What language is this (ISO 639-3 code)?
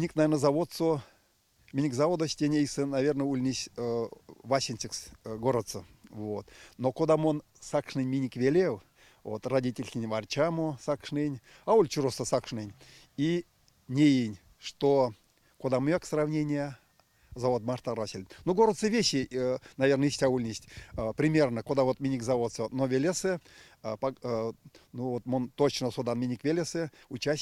myv